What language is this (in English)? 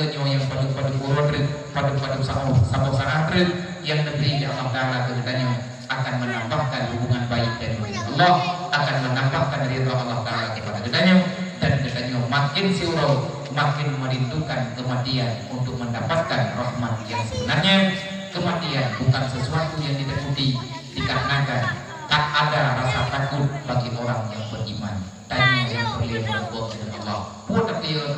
Achinese